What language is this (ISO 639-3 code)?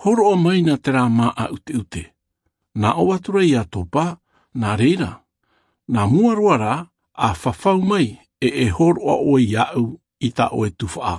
tah